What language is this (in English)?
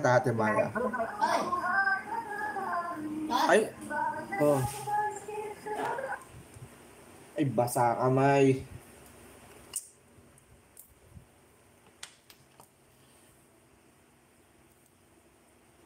Filipino